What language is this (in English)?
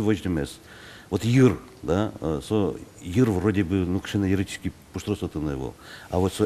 Udmurt